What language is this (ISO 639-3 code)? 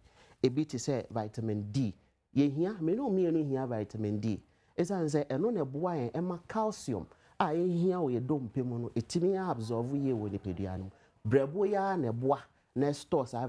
aka